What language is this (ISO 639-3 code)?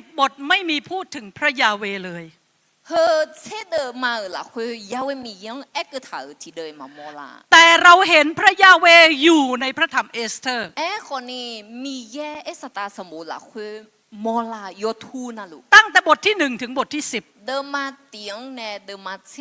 ahk